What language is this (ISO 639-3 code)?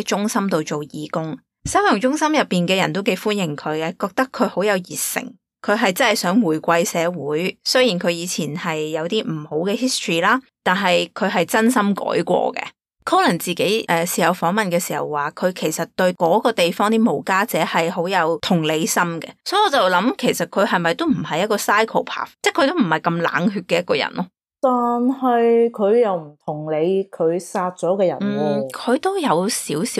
yue